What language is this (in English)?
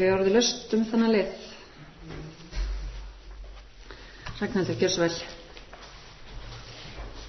Icelandic